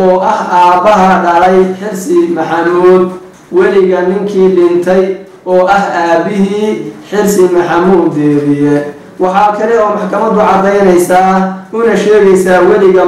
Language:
Somali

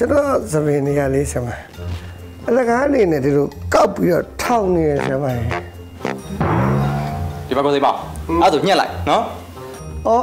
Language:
Burmese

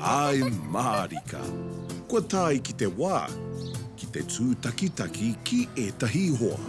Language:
Māori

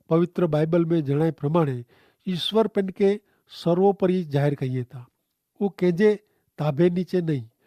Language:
Kachhi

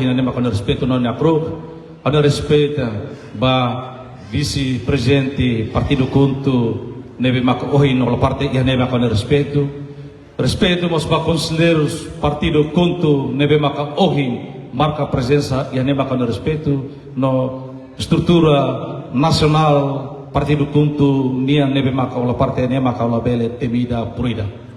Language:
Tetum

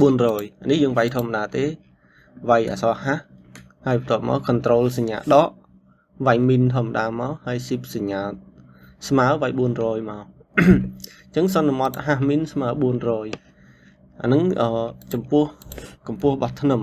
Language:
Khmer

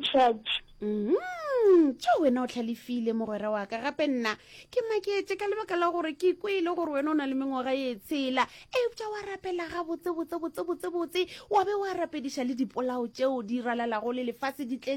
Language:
Northern Sotho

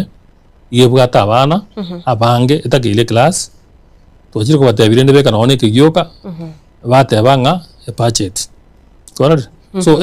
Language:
Gusii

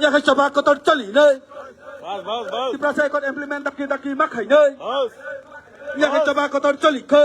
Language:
Kok Borok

